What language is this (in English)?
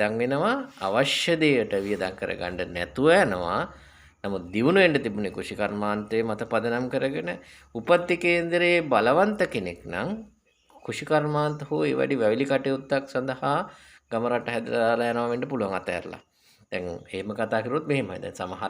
Sinhala